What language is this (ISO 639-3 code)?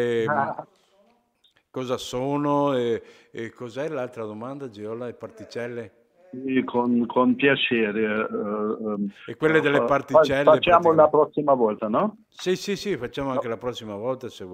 ita